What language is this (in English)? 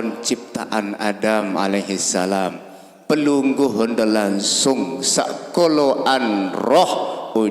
Sasak